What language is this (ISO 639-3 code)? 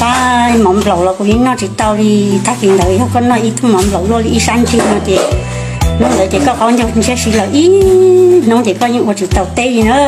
hmn